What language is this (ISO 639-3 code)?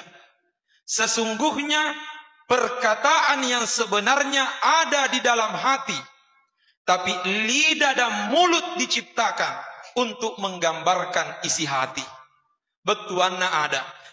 bug